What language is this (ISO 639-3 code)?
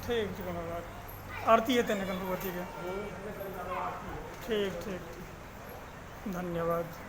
mai